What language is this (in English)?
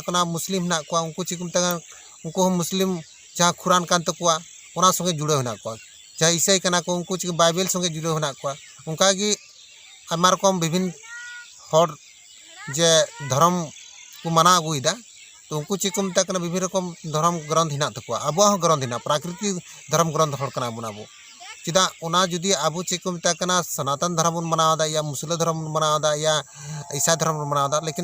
Santali